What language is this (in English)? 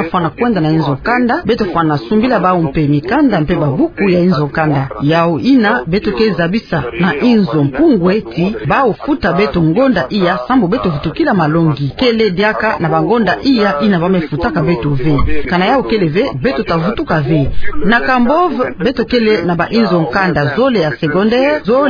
Kituba (Democratic Republic of Congo)